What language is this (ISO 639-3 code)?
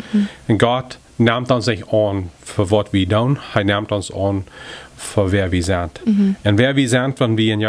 pdt